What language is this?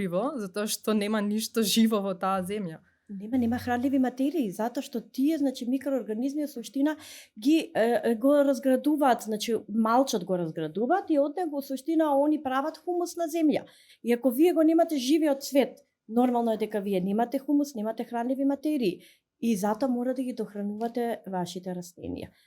Macedonian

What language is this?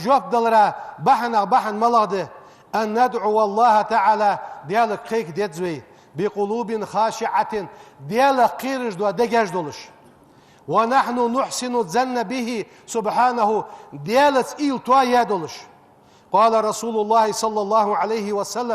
Ingush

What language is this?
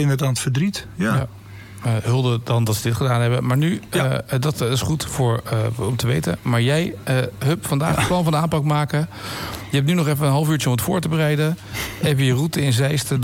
Dutch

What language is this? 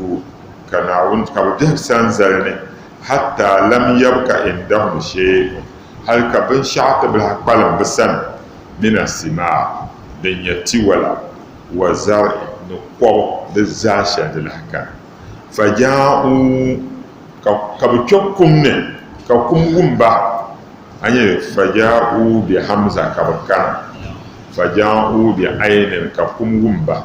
Dagbani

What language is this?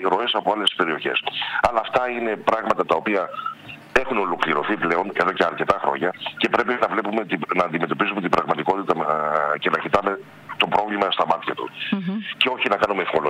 Greek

